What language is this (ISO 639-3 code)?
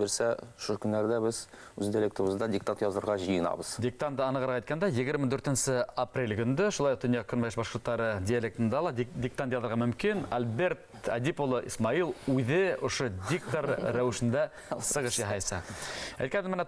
bak